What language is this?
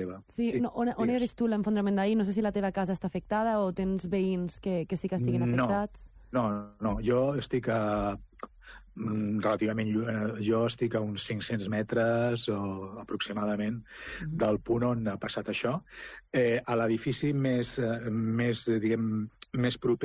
Catalan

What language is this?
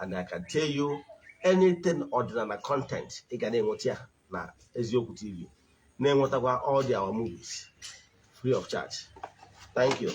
Igbo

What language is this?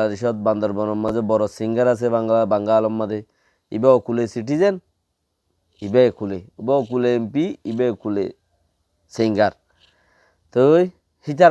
Rohingya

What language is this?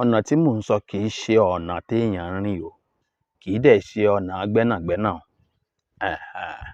Yoruba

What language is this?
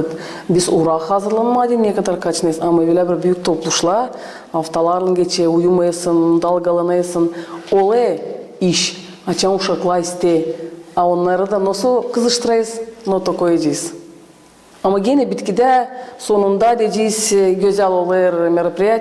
Gagauz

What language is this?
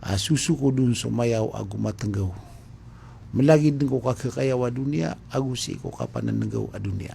Maranao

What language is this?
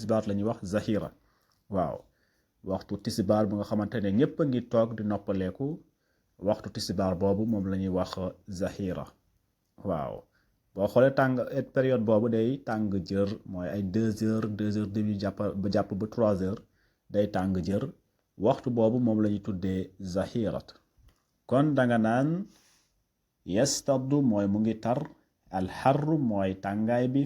Wolof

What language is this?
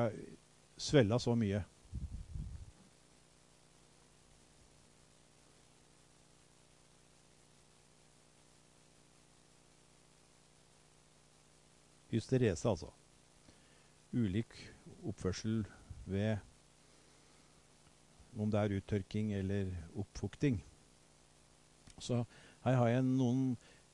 Norwegian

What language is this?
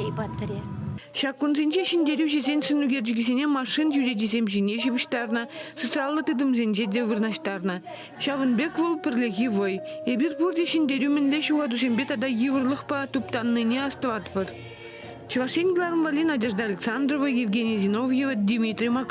Chuvash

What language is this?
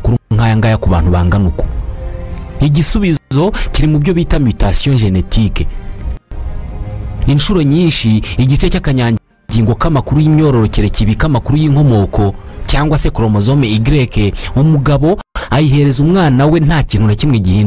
Kinyarwanda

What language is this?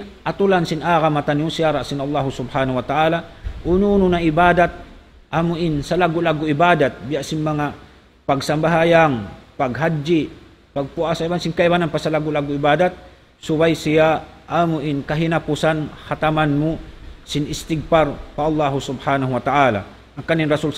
Tausug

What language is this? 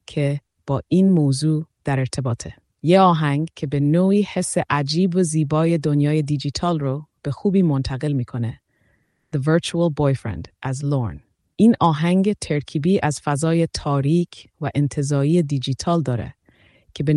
Persian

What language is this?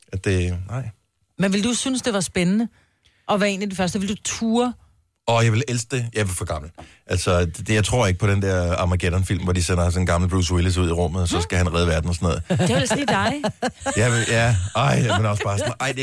Danish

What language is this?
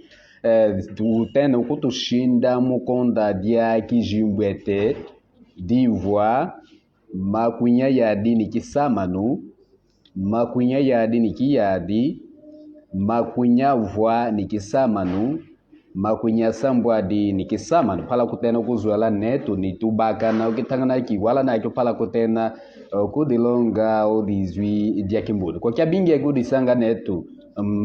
Kimbundu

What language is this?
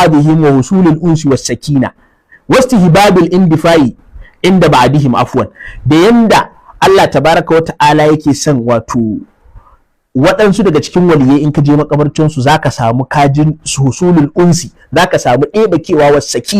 Hausa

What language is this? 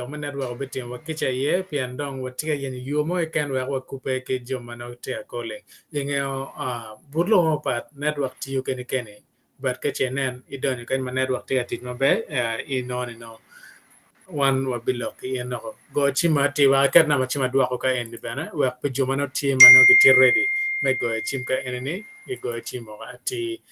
Acoli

